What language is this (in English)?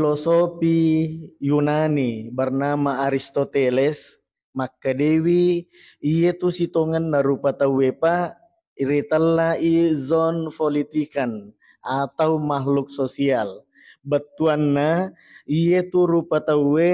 Buginese